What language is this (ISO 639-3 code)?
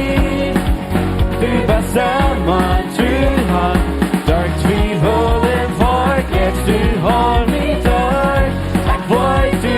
pdt